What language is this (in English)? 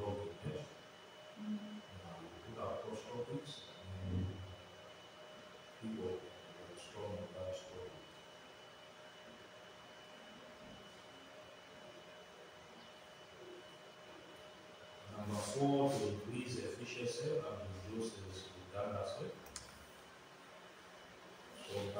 English